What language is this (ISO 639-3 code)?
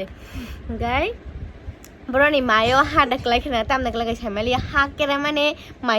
trp